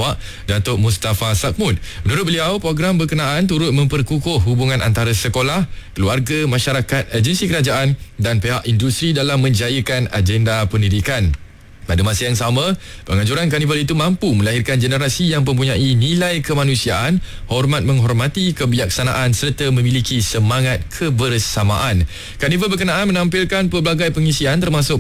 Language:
Malay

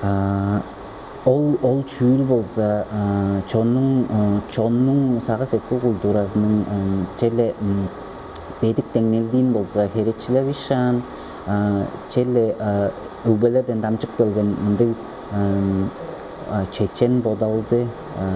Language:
Tuvinian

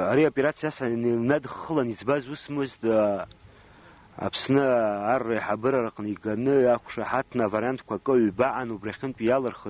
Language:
Abkhazian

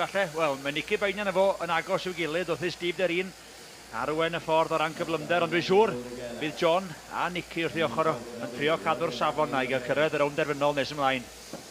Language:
Welsh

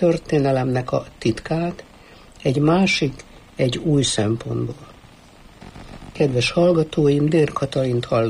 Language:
Hungarian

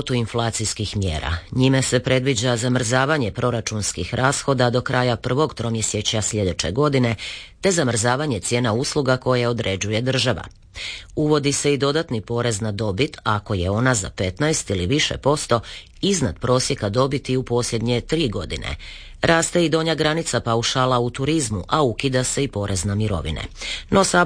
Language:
Croatian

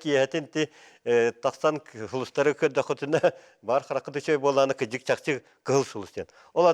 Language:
Yakut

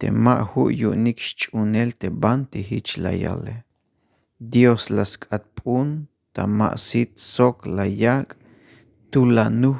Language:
Tzeltal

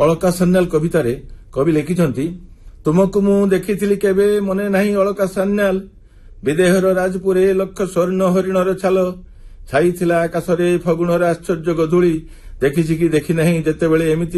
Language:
Odia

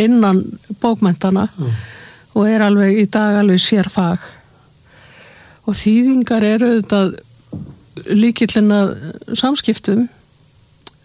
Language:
Icelandic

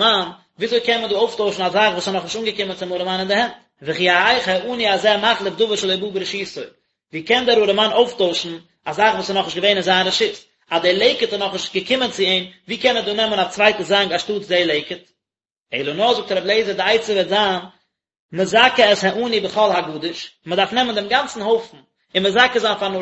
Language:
Yiddish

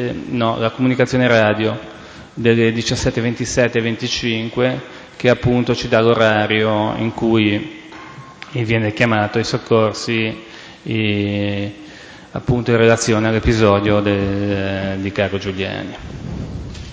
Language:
Italian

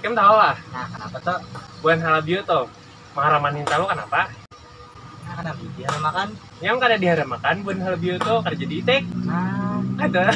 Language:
Banjar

